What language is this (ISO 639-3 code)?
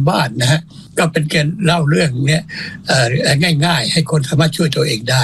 tha